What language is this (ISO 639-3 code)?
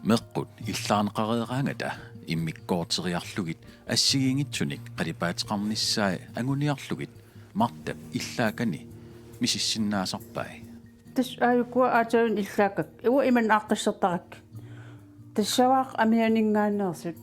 kal